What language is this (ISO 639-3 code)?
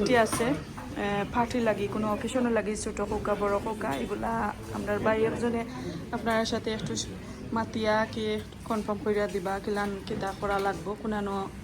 syl